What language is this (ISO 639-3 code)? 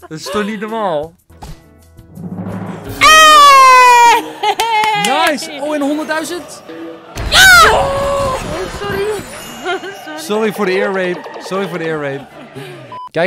nld